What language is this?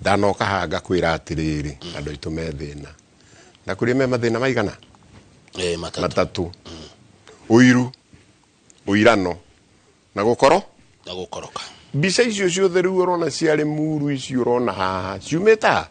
Kikuyu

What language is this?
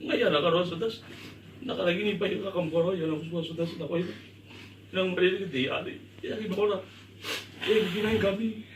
Gilbertese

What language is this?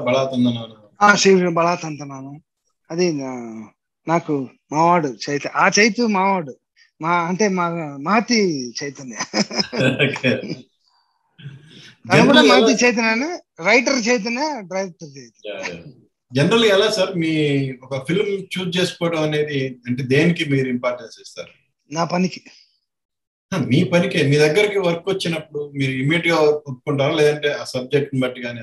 Telugu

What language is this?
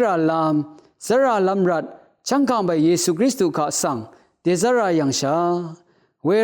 Rawang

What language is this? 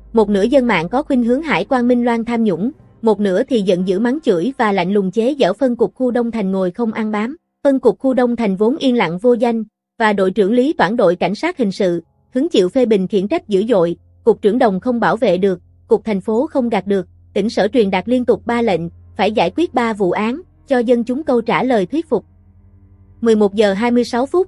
Vietnamese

